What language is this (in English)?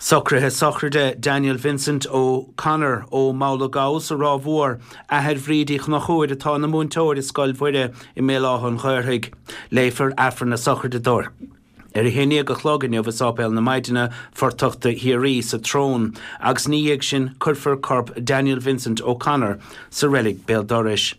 Irish